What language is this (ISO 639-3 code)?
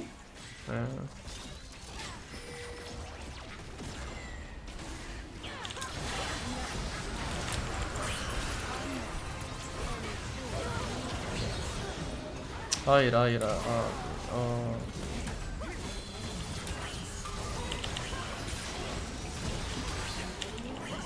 tur